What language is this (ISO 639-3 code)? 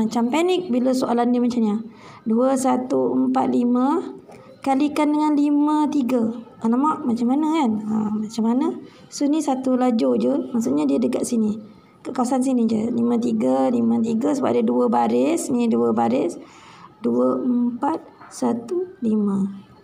msa